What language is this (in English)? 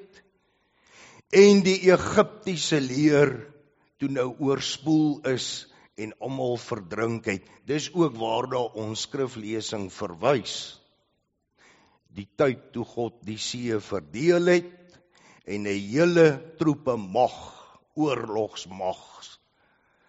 Afrikaans